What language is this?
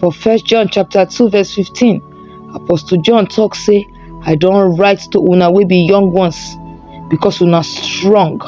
Nigerian Pidgin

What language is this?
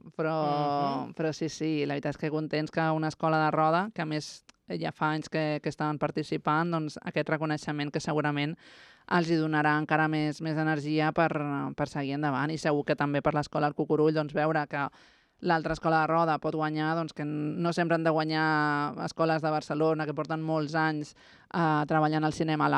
Catalan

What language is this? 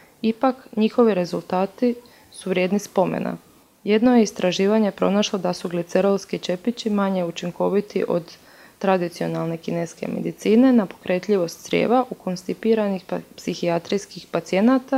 Croatian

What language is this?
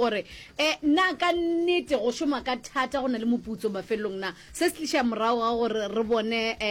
Northern Sotho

